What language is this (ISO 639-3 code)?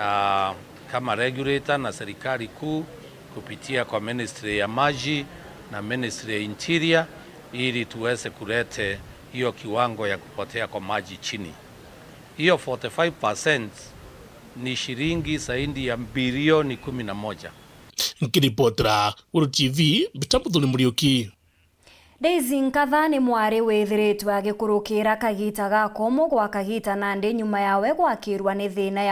mer